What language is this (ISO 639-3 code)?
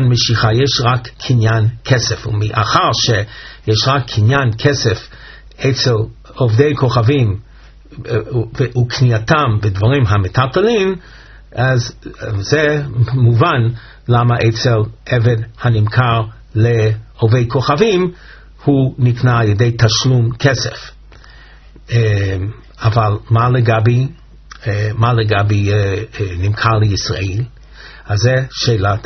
heb